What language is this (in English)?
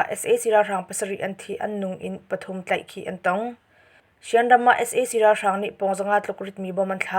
Hakha Chin